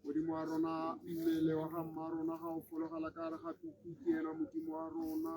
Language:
Tswana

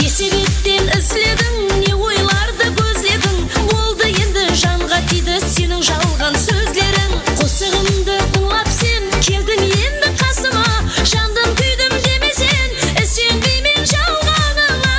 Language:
Kara-Kalpak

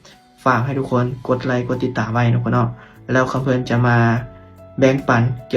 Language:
Lao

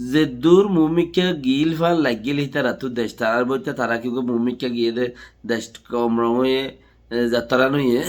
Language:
Rohingya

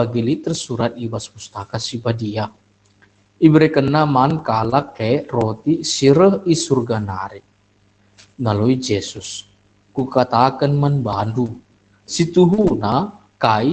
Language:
Batak Karo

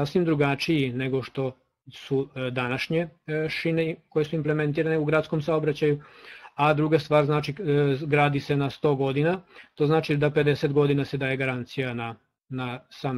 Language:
Serbian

